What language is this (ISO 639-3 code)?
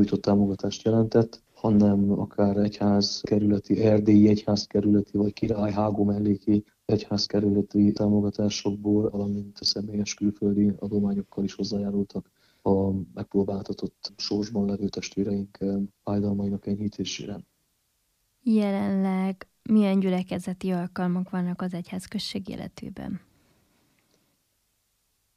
hun